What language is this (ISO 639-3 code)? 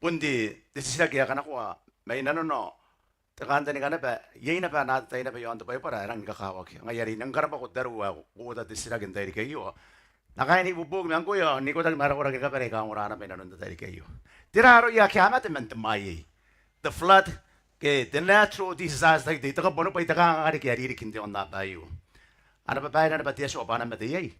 gil